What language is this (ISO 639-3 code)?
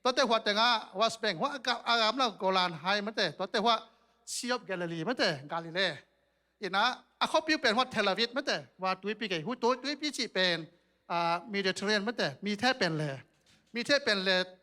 ctd